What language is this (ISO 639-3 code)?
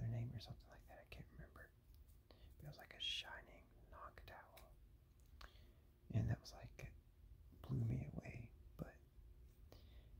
eng